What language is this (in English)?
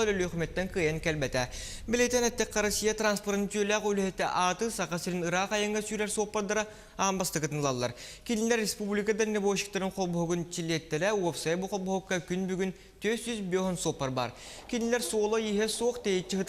Yakut